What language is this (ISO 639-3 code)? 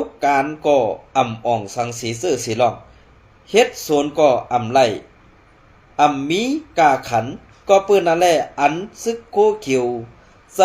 shn